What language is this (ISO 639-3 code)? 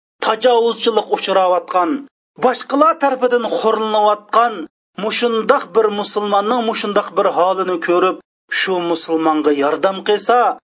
uig